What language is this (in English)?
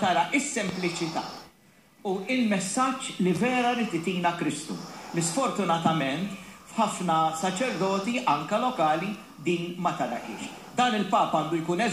Maltese